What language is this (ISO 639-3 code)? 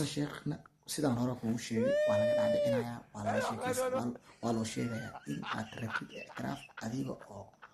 som